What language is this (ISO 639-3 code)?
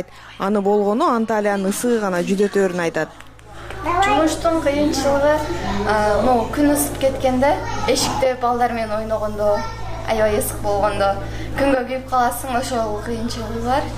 kir